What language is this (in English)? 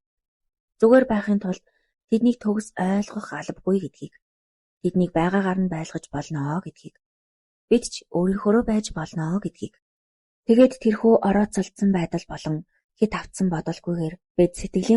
Mongolian